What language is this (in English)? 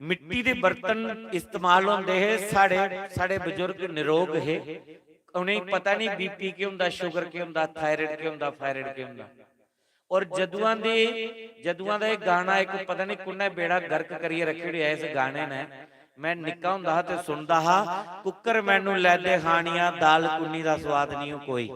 Dogri